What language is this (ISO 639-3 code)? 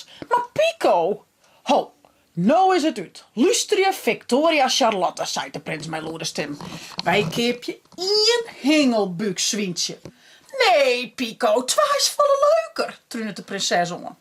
fry